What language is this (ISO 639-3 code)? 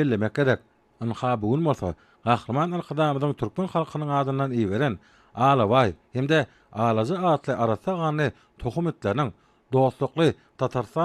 tuk